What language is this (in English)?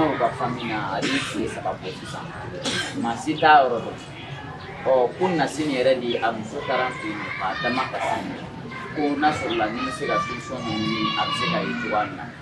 Bambara